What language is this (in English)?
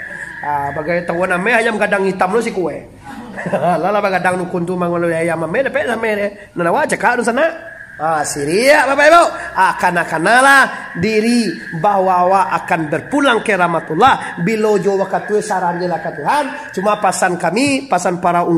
Minangkabau